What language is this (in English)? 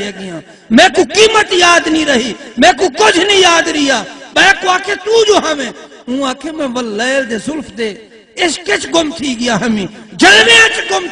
Saraiki